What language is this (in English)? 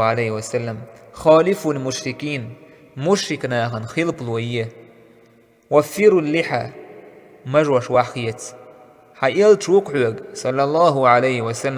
Chechen